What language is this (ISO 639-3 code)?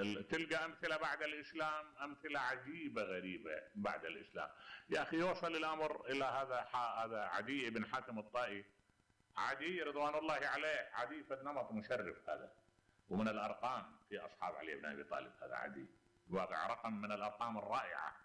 acm